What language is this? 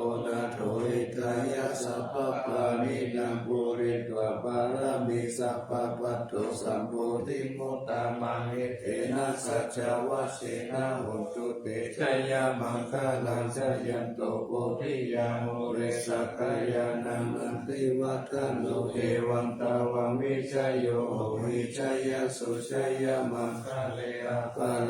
Pali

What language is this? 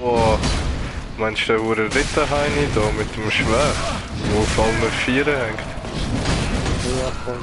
Swiss German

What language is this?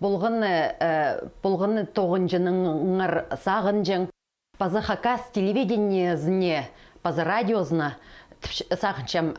Khakas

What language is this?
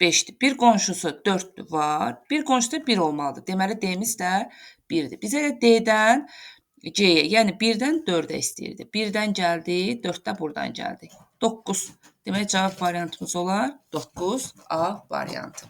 Azerbaijani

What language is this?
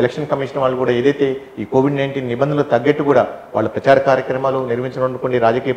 Telugu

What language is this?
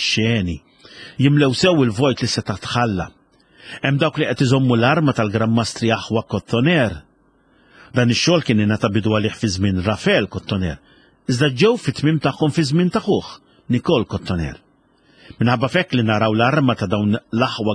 Maltese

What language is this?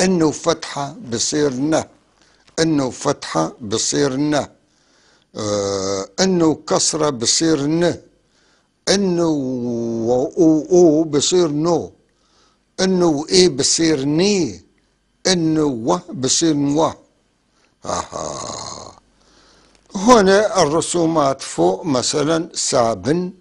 North Levantine Arabic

